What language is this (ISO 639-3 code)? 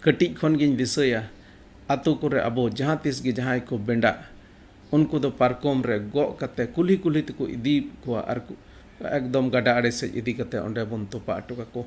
sat